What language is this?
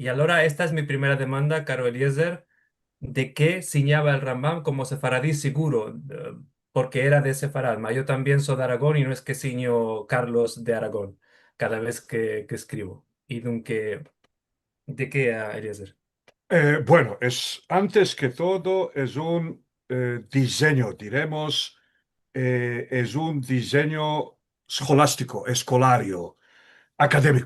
Ladino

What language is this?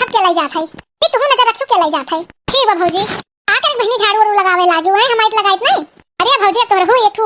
Awadhi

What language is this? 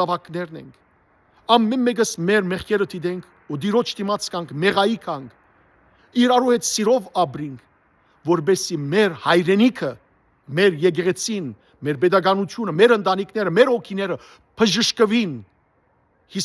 Western Armenian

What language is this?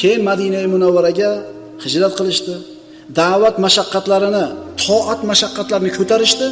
Uzbek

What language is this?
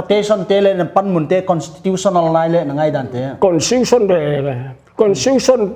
Paite Chin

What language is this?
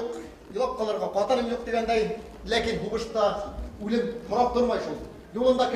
Bashkir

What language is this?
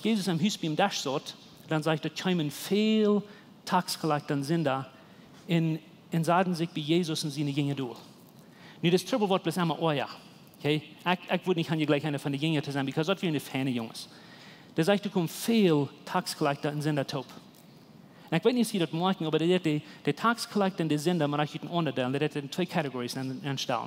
Plautdietsch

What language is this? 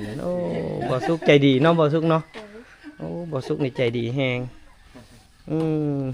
Lao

